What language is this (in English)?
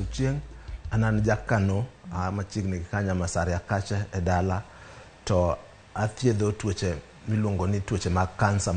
Luo (Kenya and Tanzania)